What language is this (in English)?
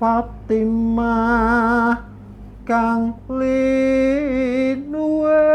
Javanese